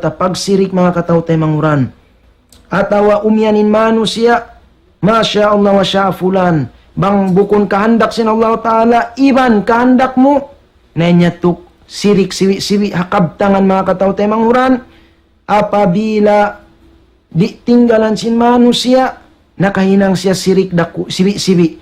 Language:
Tausug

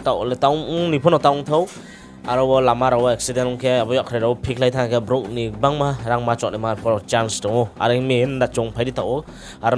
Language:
Riang (India)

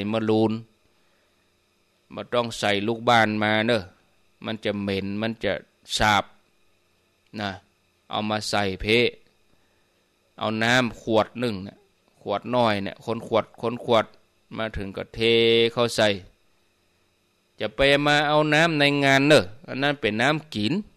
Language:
Thai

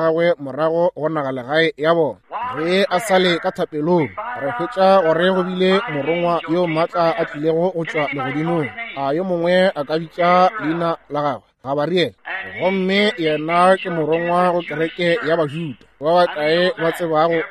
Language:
Northern Sotho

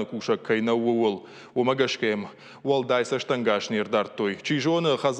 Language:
Ossetic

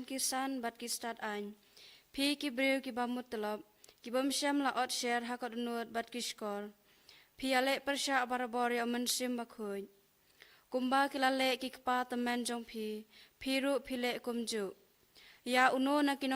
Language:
Khasi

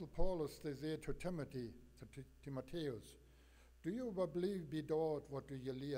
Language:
Plautdietsch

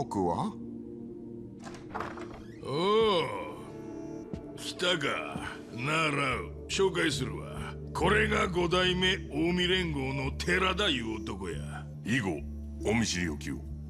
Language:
Japanese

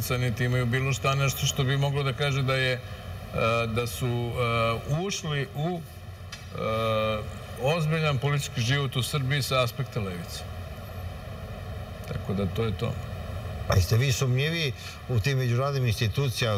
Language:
Serbian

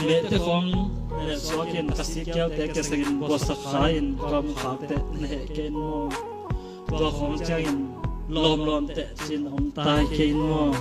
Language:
Tedim Chin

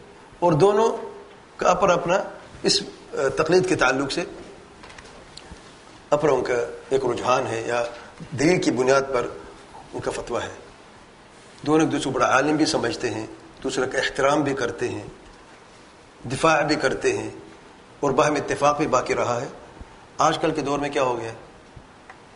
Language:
Urdu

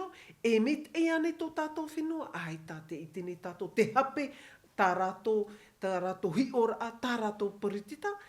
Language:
Tahitian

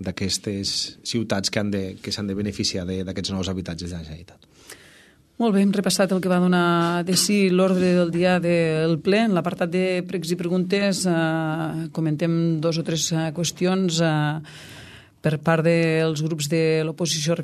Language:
Catalan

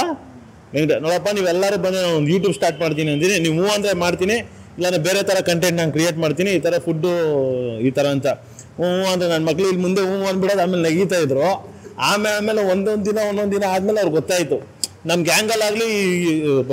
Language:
Kannada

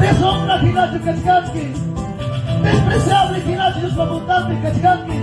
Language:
Ayacucho Quechua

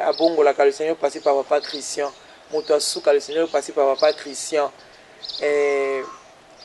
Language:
Lingala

